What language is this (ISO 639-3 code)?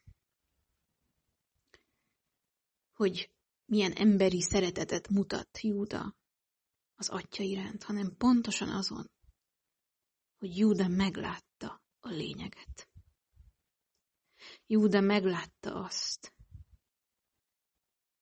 hun